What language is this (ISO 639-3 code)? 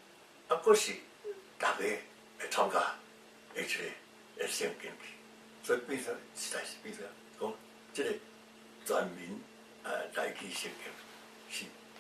nan